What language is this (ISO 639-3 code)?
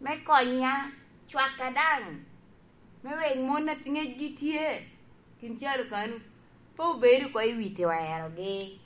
laj